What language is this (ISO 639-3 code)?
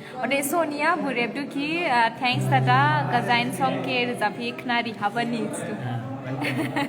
dis